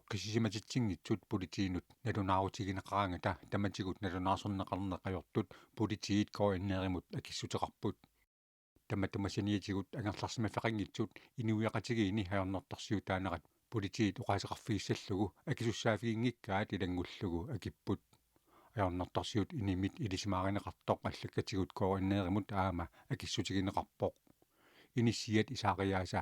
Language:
Kalaallisut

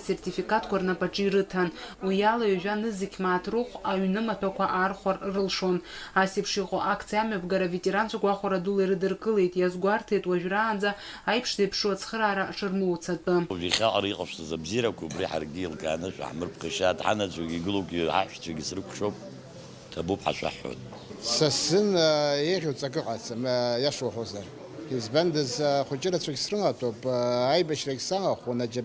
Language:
Abkhazian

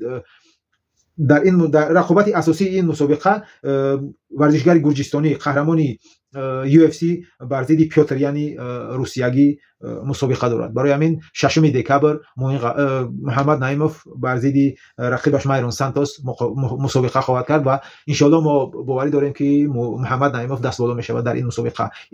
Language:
Tajik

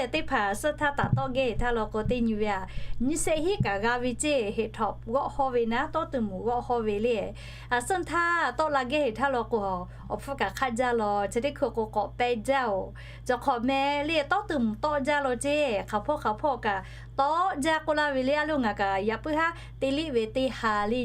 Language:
Lahu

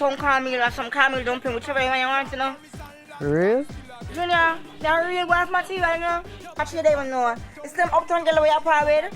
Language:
Jamaican Creole English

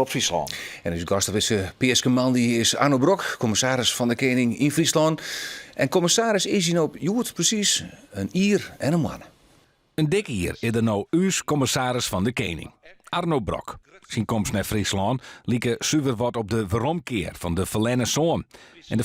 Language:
Western Frisian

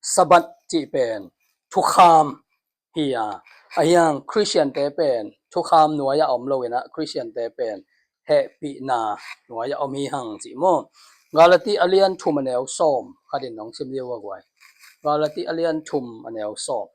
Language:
Tedim Chin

